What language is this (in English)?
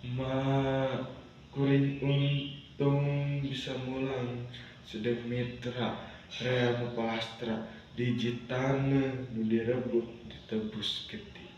Sundanese